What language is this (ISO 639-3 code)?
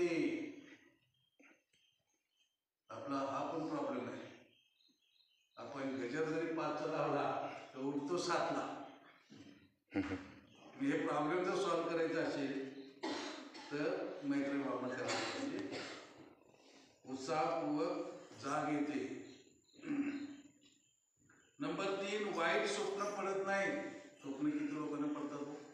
mar